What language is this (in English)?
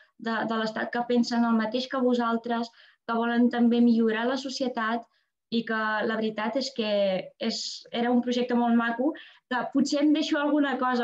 Catalan